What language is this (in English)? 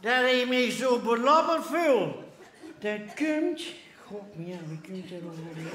Limburgish